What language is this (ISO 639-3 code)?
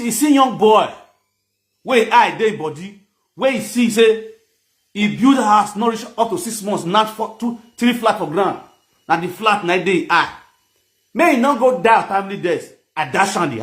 pcm